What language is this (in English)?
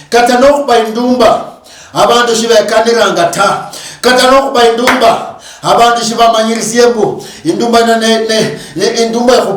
Luyia